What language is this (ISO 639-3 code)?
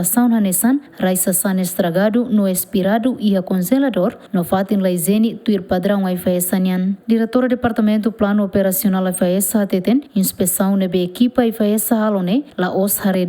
tet